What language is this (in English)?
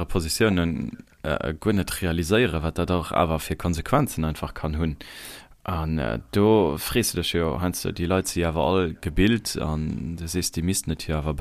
Luxembourgish